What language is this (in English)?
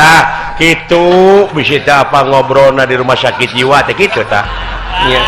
Sundanese